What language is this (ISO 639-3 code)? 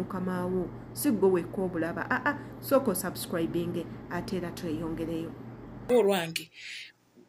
lug